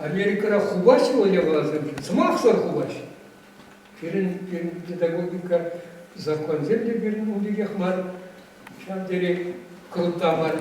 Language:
Chuvash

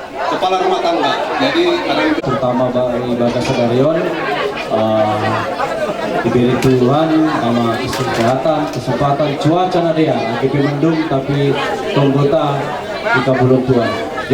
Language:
Batak Toba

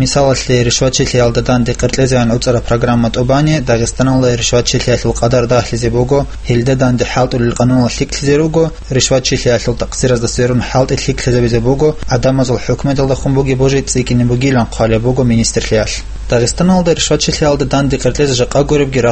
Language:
Avaric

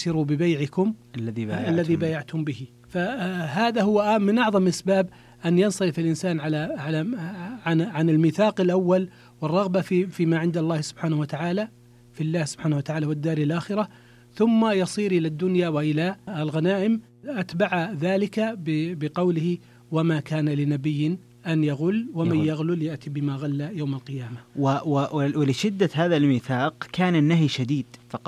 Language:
Arabic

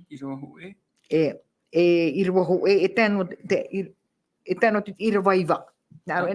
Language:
Tahitian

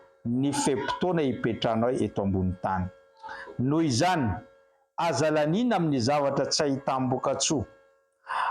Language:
Malagasy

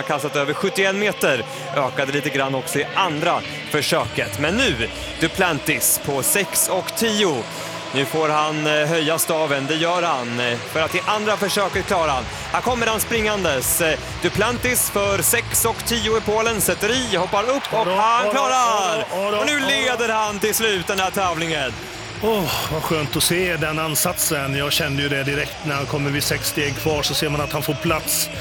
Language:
Swedish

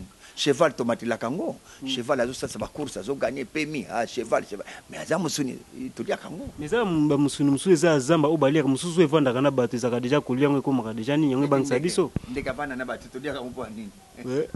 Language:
Lingala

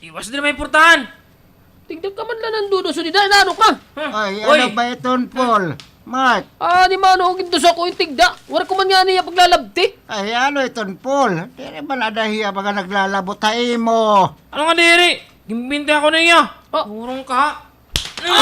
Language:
Waray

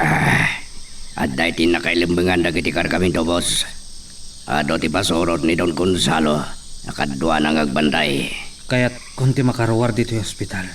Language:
Iloko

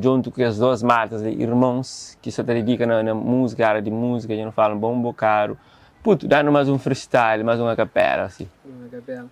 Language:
Kabuverdianu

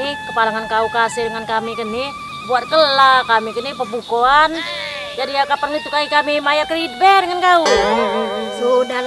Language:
Musi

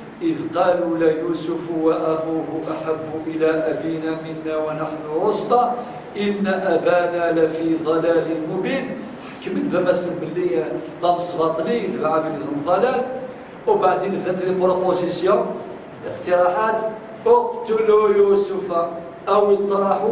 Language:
Kabyle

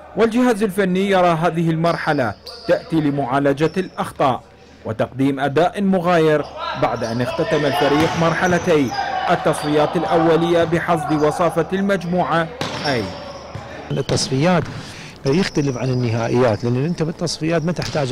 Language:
Arabic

